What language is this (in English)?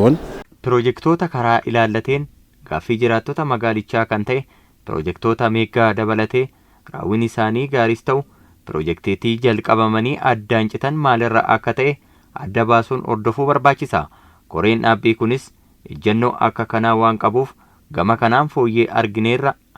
Oromo